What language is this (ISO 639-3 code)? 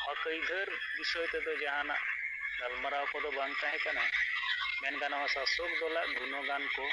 sat